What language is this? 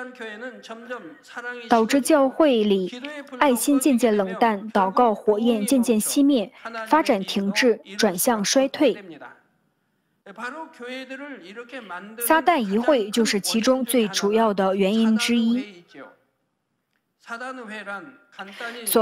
Chinese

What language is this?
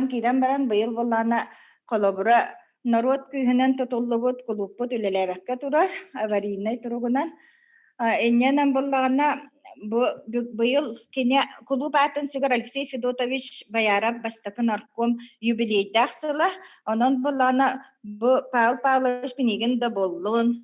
Yakut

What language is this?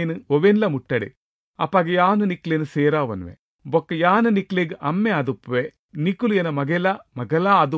Tulu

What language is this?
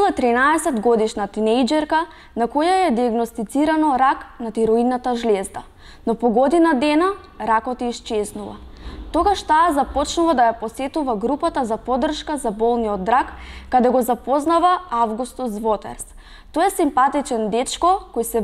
Macedonian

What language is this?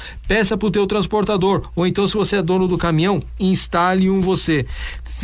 Portuguese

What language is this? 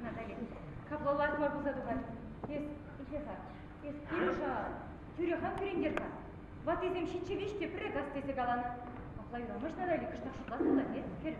Chuvash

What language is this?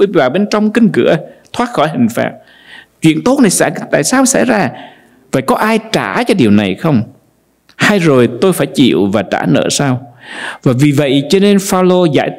Vietnamese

